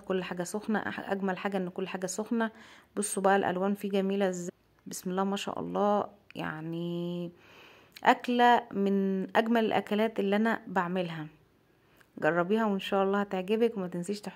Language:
Egyptian Arabic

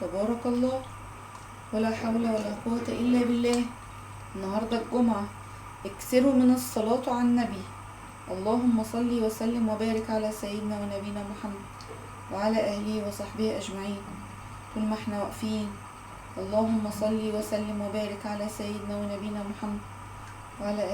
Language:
Egyptian Arabic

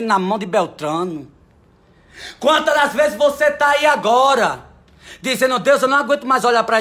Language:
Portuguese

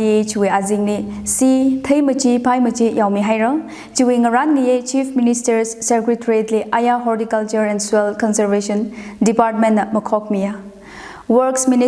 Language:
Tangkhul Naga (India)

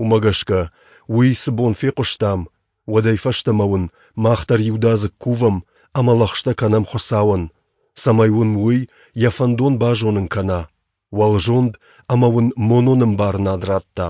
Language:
Ossetic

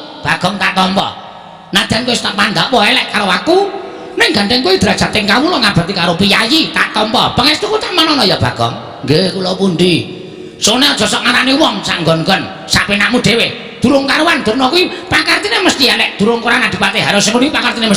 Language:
Javanese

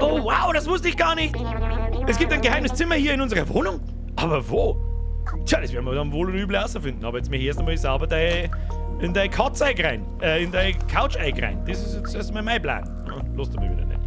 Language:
Bavarian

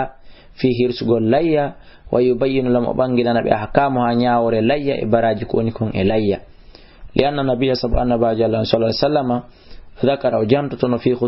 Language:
Fula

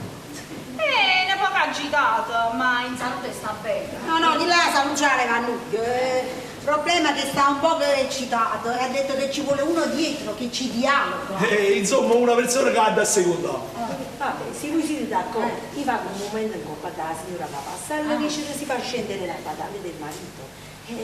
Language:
Neapolitan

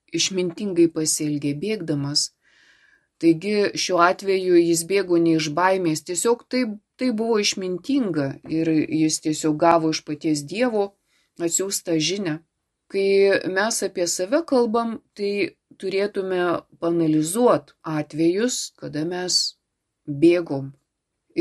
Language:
Lithuanian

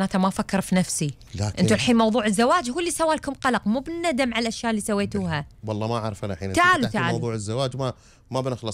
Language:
Gulf Arabic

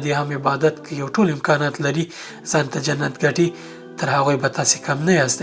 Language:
Pashto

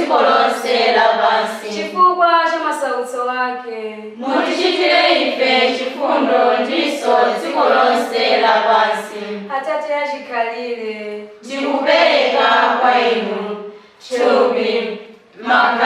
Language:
Nyanja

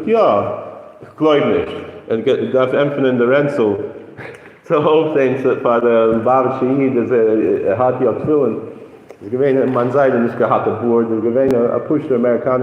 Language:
Yiddish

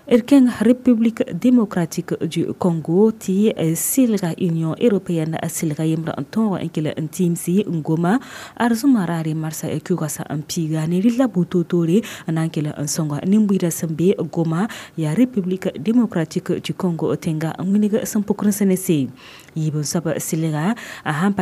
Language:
Mossi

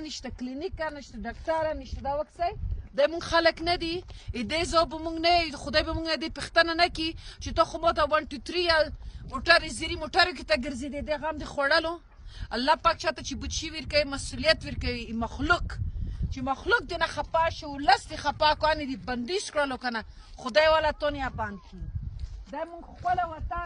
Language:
Pashto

